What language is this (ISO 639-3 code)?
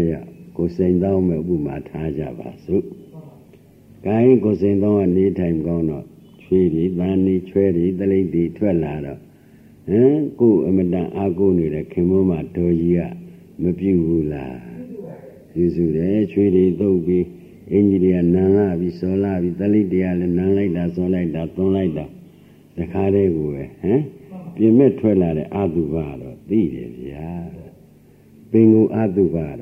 mya